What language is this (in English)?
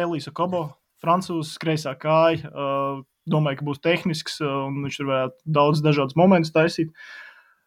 Latvian